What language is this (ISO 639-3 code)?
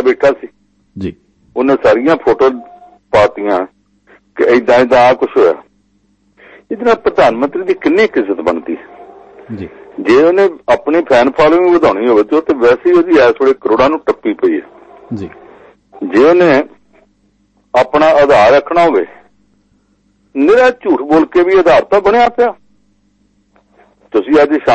pan